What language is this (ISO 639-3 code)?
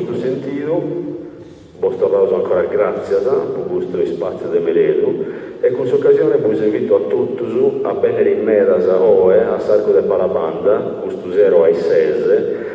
srd